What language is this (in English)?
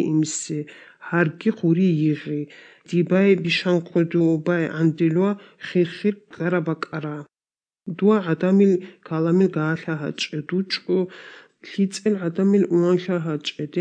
Avaric